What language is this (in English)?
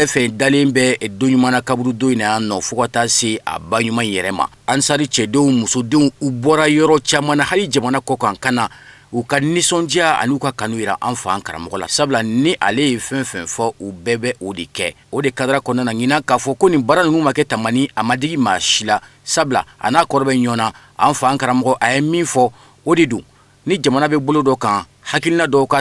Bambara